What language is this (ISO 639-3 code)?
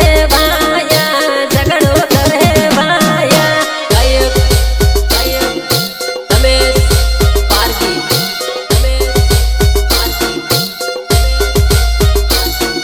guj